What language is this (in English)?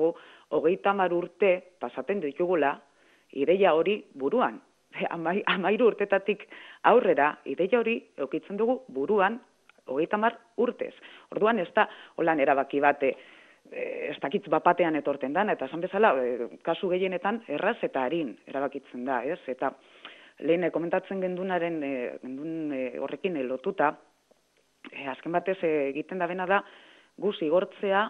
Basque